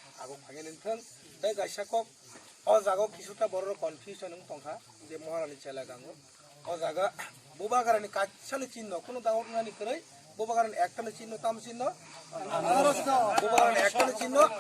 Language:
Kok Borok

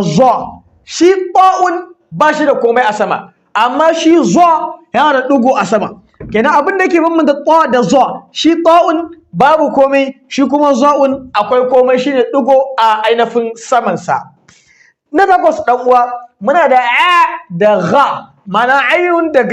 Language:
Hausa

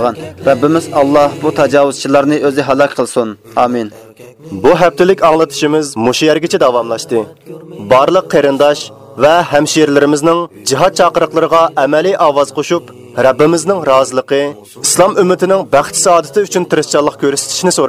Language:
Uyghur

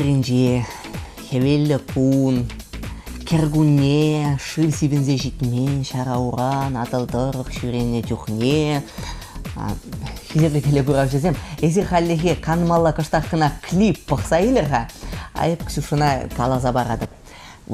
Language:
Chuvash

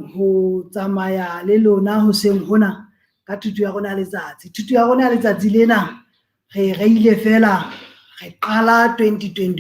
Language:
Southern Sotho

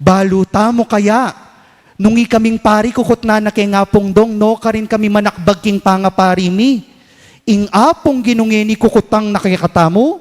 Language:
Pampanga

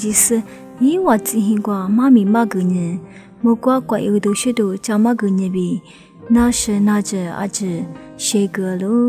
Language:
Lisu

